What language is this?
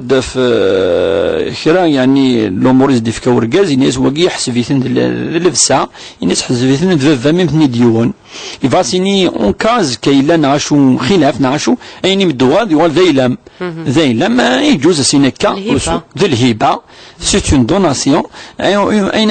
Kabyle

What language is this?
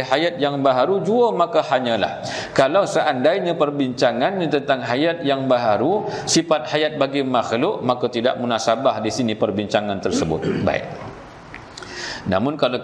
Malay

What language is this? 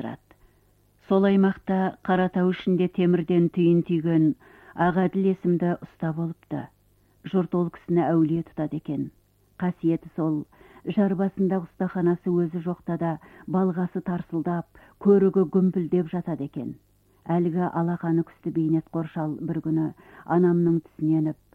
Kazakh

